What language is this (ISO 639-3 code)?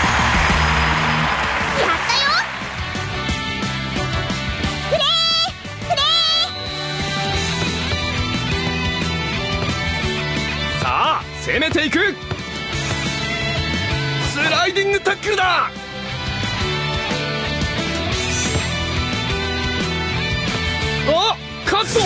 jpn